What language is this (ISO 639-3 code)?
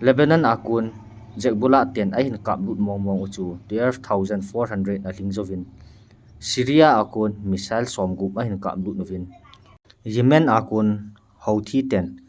tcz